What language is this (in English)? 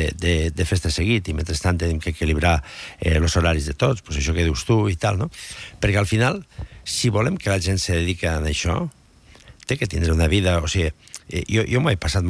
Catalan